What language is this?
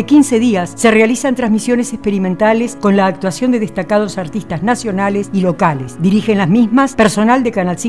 Spanish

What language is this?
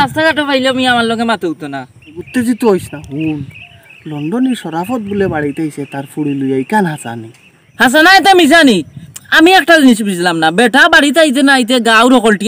Sylheti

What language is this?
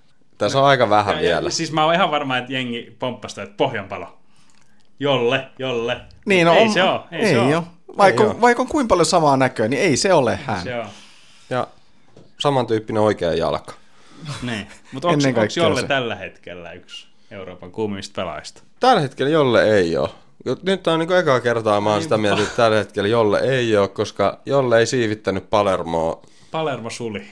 Finnish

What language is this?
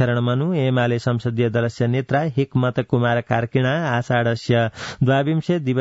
Sanskrit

